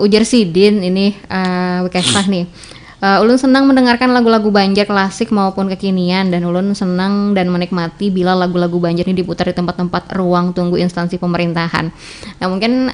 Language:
Banjar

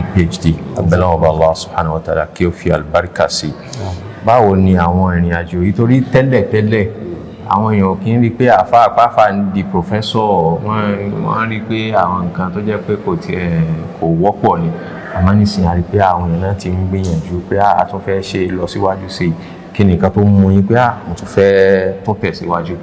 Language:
Yoruba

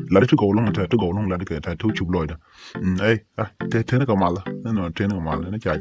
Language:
Nuer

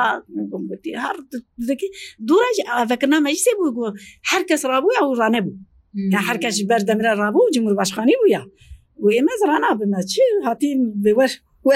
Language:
Kurdish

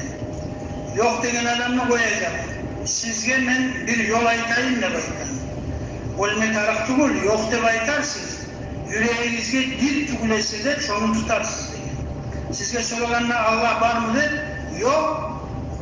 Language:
Kumyk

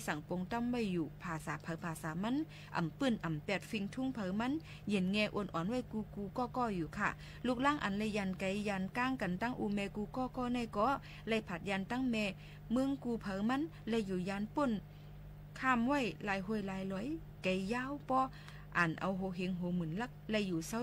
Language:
Shan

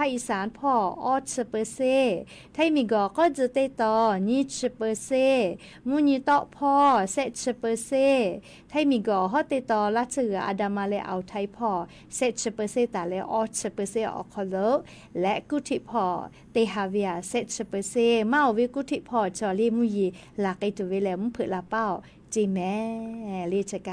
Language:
Lahu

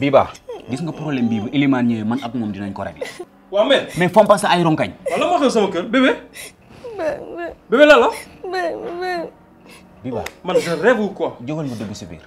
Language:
Wolof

